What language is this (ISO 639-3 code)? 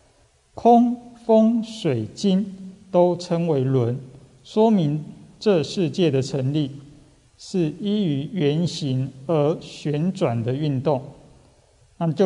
zho